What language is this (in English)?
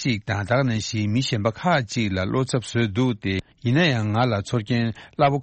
Tibetan